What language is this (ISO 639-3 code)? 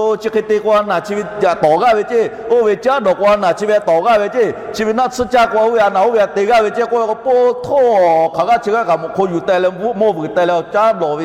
lhu